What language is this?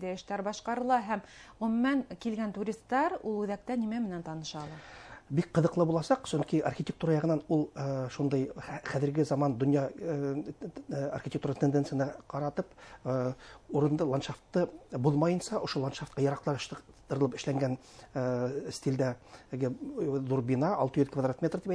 Bashkir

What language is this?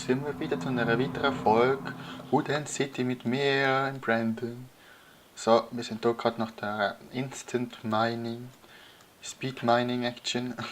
Swiss German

